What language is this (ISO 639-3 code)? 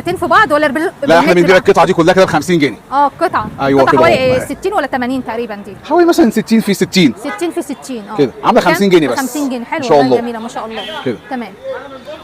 arz